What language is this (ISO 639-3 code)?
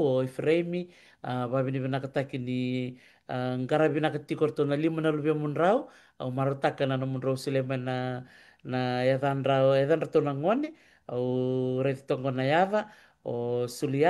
fij